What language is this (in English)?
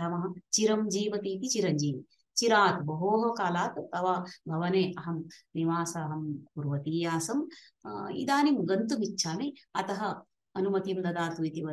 Sanskrit